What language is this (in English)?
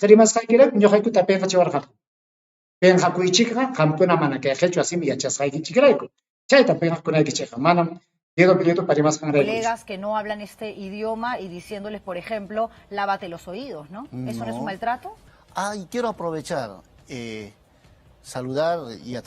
Ayacucho Quechua